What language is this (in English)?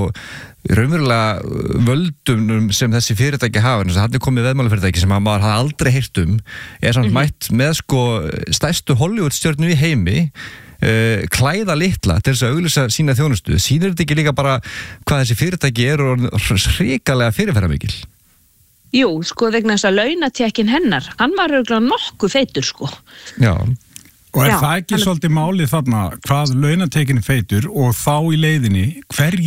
Icelandic